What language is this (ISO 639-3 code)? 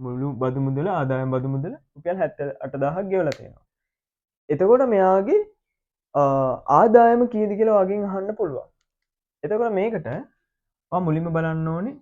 sin